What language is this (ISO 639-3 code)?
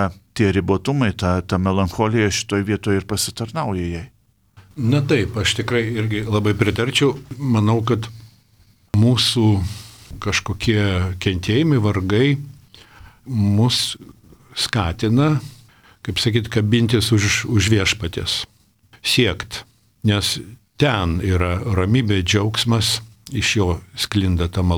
lit